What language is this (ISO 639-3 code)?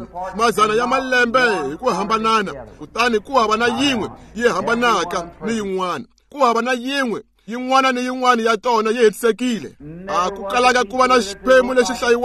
tso